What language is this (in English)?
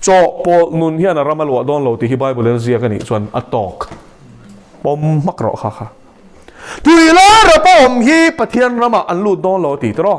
Mizo